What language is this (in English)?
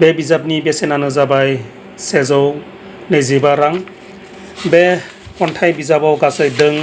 Bodo